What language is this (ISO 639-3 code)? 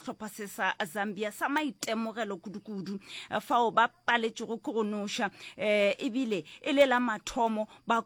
nso